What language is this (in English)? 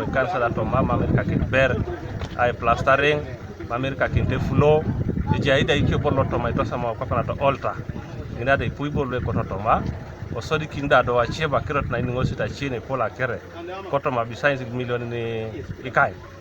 Teso